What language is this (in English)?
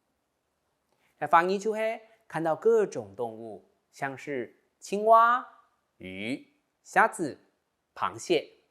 Hakka Chinese